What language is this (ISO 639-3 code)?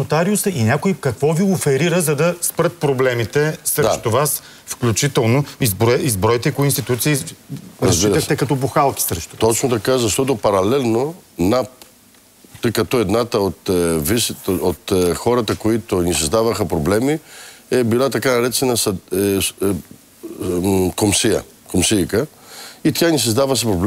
bul